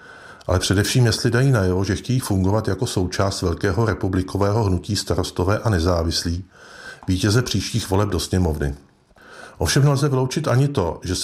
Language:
Czech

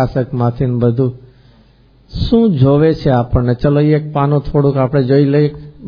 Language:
Gujarati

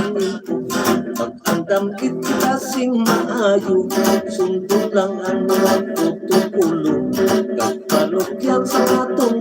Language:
Hiligaynon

